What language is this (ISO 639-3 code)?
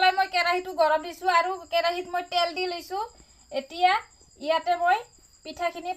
asm